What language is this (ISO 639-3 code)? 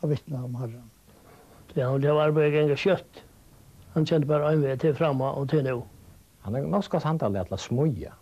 fao